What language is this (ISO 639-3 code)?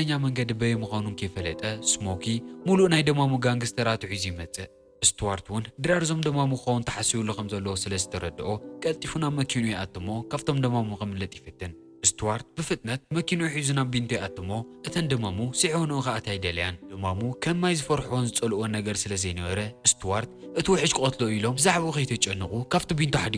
tir